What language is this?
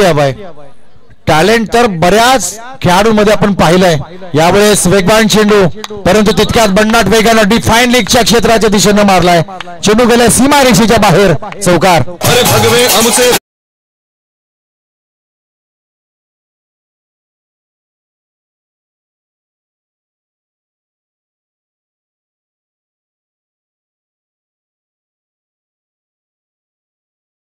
Marathi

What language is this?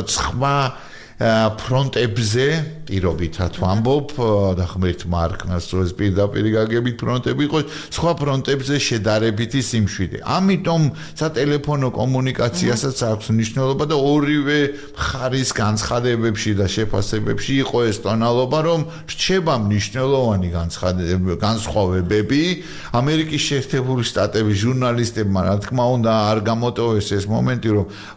Georgian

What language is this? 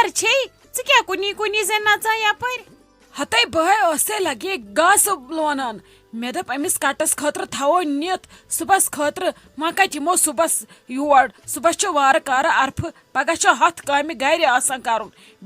Kashmiri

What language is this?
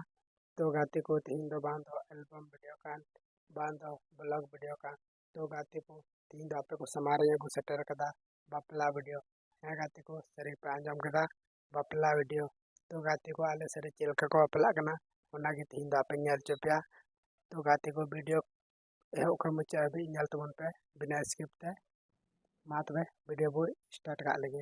Santali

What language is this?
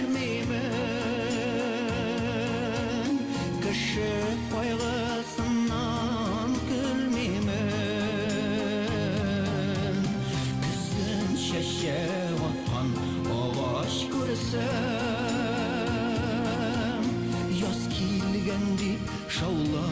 Bashkir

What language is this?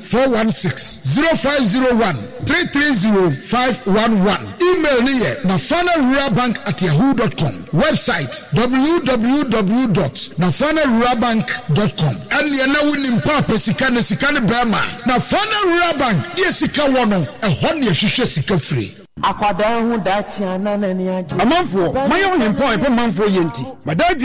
Akan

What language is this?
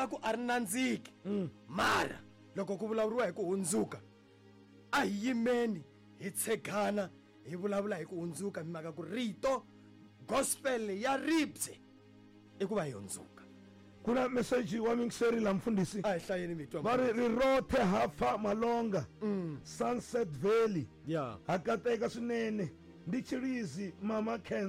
Tsonga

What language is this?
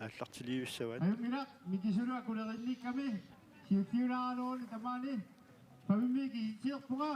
Kalaallisut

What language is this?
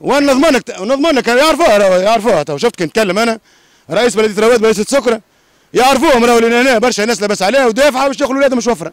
Tunisian Arabic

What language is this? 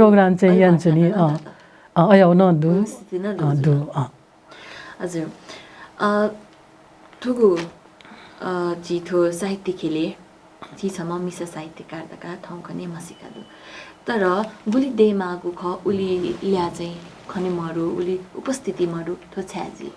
Newari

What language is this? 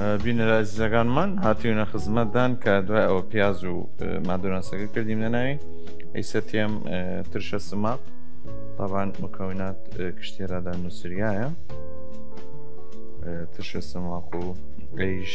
Southern Kurdish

